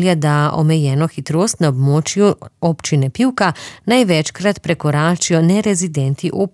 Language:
Slovenian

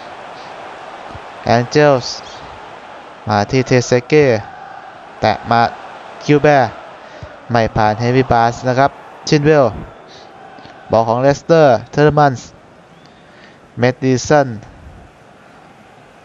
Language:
Thai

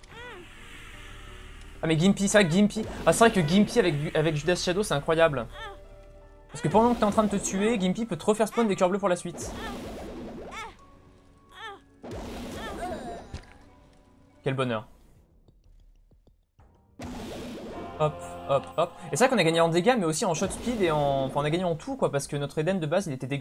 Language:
French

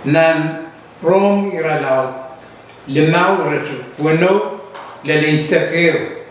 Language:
Pohnpeian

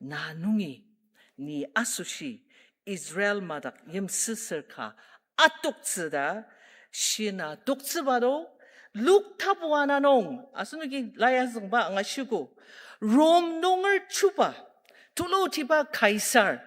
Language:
Ao Naga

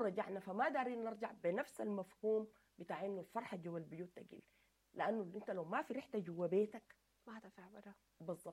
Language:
Sudanese Arabic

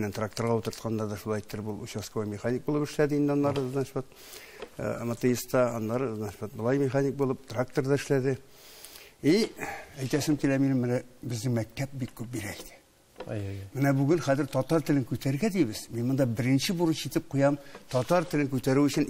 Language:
Tatar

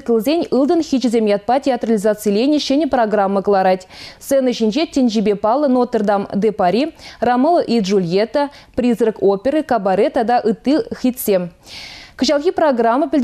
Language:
Chuvash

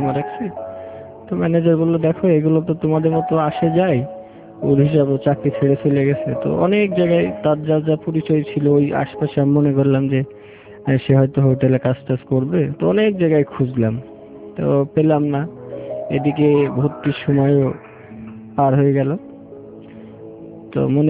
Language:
Bangla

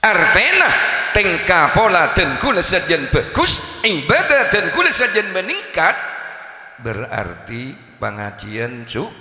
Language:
Madurese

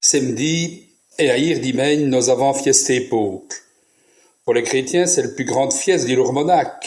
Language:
Walloon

